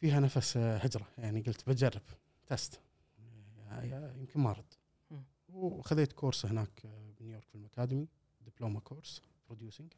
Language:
Gulf Arabic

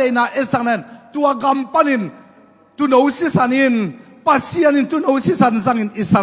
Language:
Tedim Chin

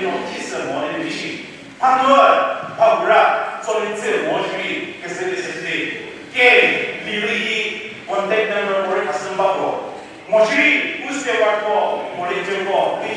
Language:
Chokri Naga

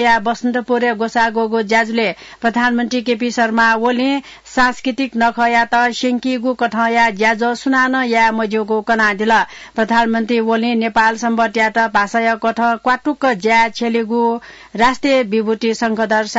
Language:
Newari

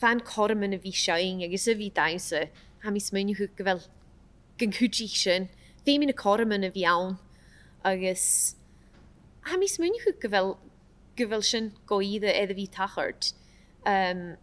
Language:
Scottish Gaelic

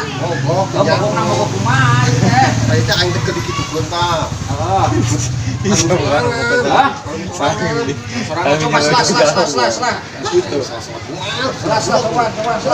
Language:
Sundanese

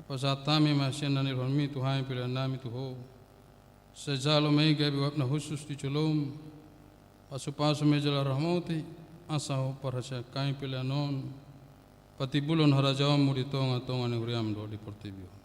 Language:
Batak Toba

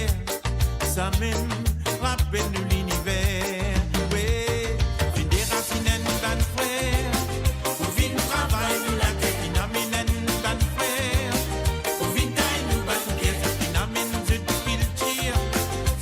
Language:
Morisyen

